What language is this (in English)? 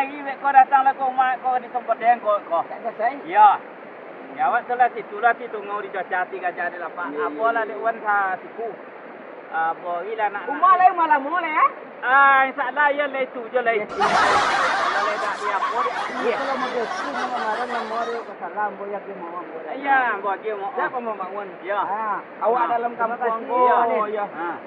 Minangkabau